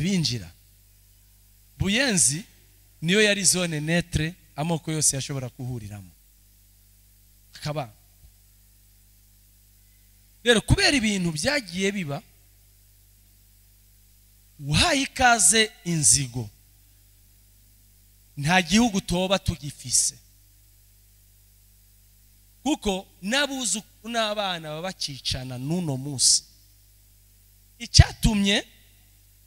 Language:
Rundi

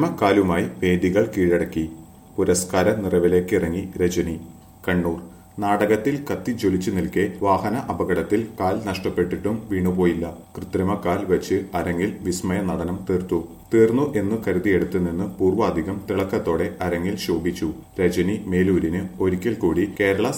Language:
Malayalam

